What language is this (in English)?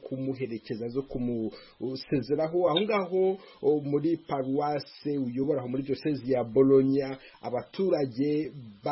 Kinyarwanda